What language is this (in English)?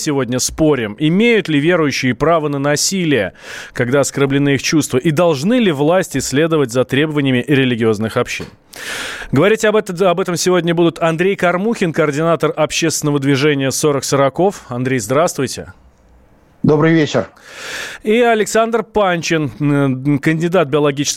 Russian